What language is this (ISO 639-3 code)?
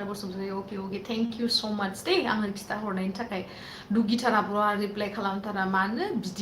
brx